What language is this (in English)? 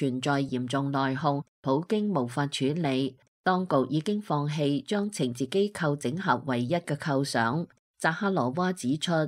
Cantonese